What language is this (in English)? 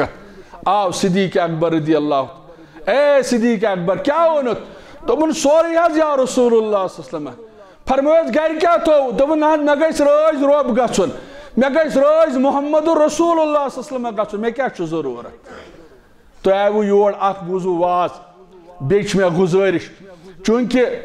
Kashmiri